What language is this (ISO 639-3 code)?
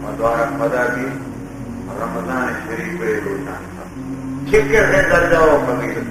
bal